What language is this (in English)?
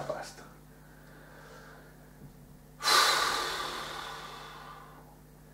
Romanian